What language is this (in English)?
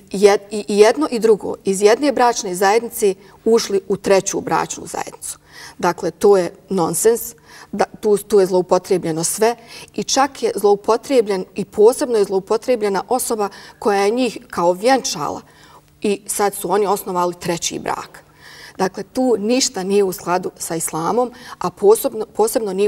Bosnian